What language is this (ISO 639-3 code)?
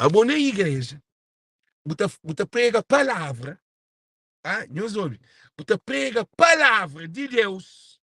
kea